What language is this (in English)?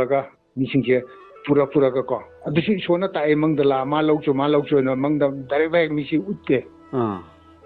Manipuri